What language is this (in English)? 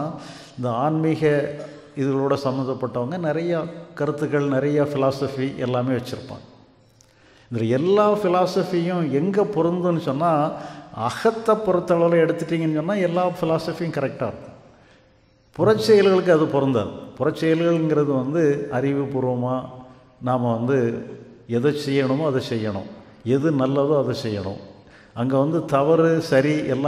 Tamil